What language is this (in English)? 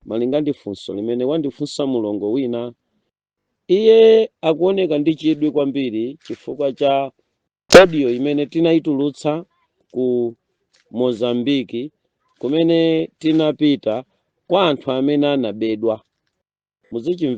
Nyanja